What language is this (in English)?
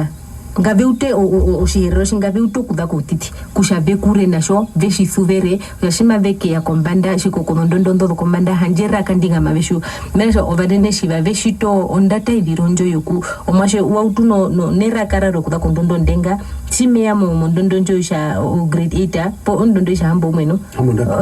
Herero